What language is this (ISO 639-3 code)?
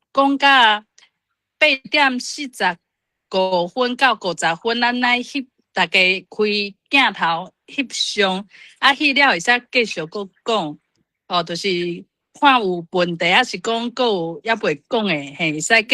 nan